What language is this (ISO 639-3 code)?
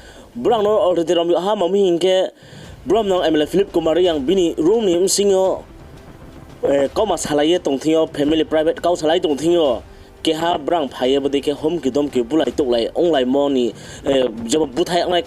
ria